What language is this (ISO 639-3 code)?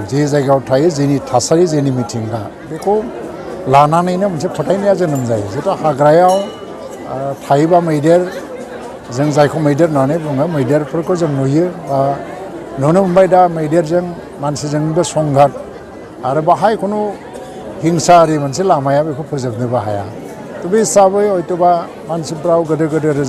brx